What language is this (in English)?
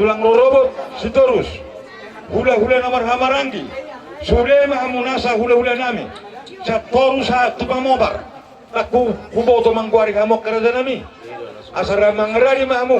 Batak Toba